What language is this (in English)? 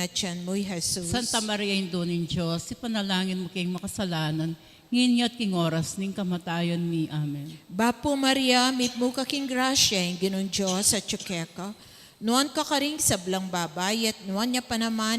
Pampanga